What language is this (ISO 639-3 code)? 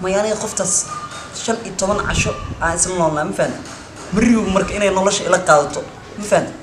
som